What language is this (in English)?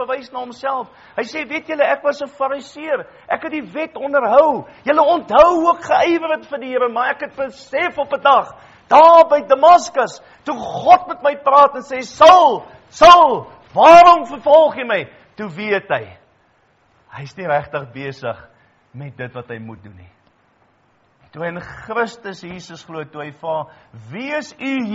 Afrikaans